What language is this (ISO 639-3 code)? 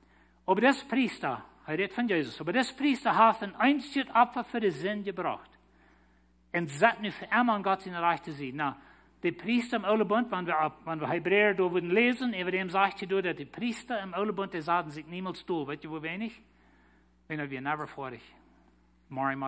pdt